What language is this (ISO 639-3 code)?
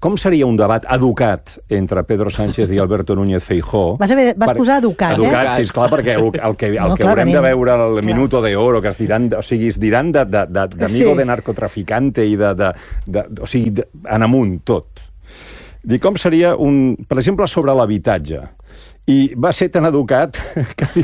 cat